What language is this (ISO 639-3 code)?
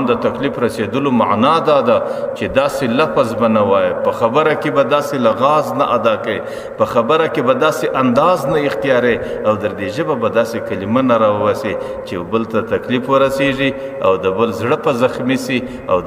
pus